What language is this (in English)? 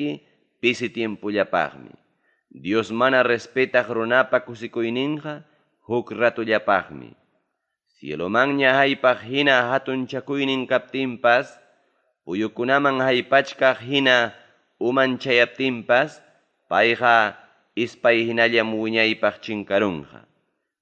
Ayacucho Quechua